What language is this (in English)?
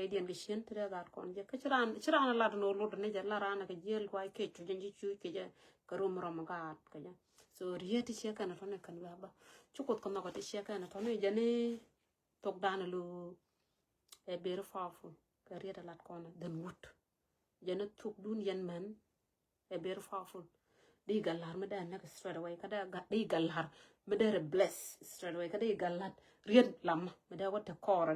Nuer